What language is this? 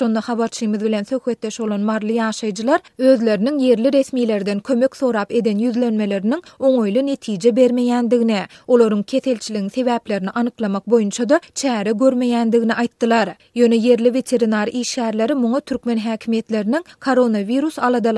Turkmen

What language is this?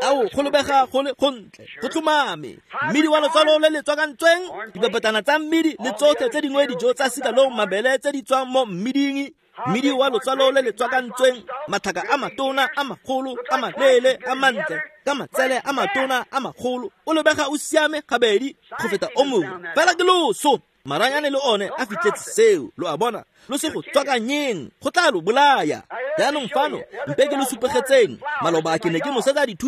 Tswana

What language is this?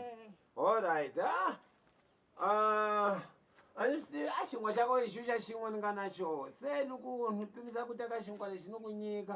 Tsonga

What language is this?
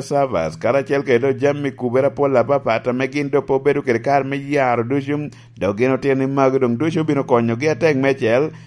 Lango (Uganda)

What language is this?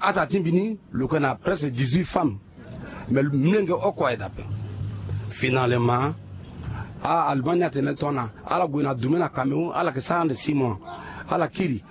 Sango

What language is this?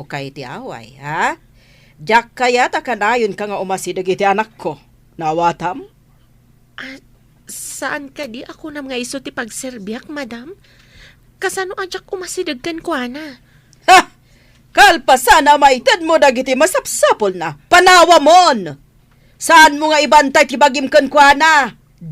Iloko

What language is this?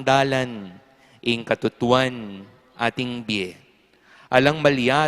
Pampanga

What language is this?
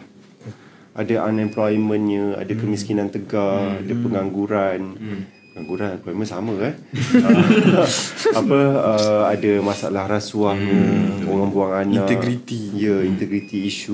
Malay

